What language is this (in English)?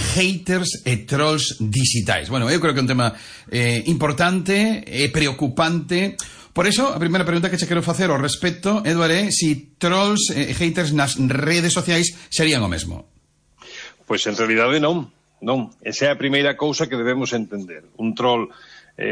Galician